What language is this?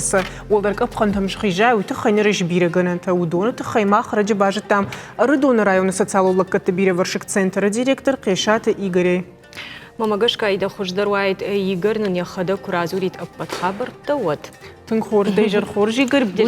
Ossetic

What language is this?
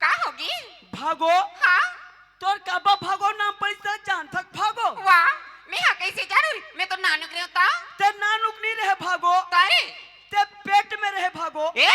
Chhattisgarhi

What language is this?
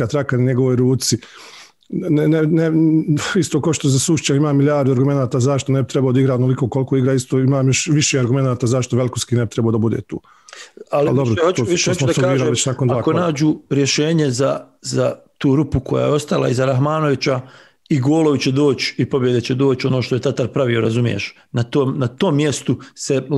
Bosnian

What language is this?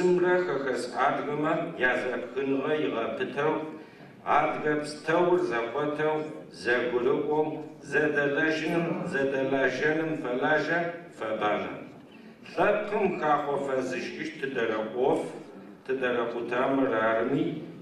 Adyghe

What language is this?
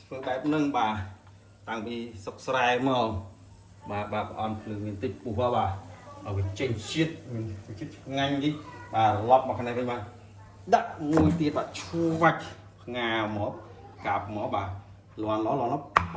Khmer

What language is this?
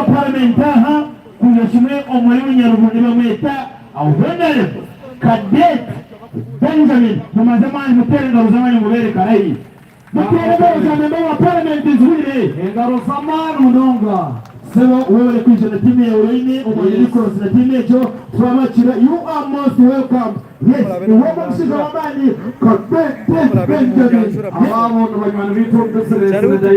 Nyankole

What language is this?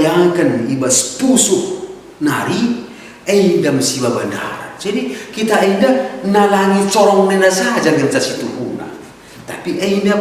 Batak Karo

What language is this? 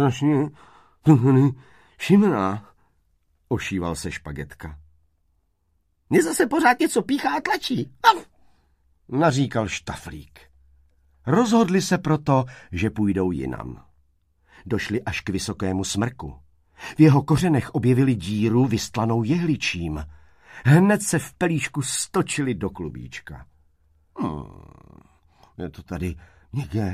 Czech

